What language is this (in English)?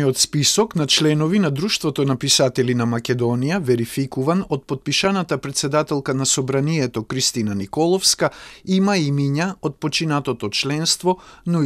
Macedonian